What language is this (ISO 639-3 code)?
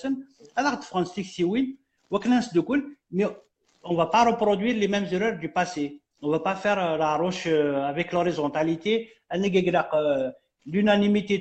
kab